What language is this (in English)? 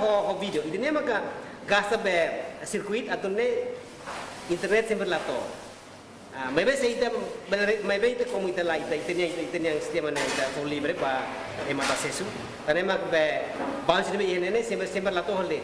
Tetum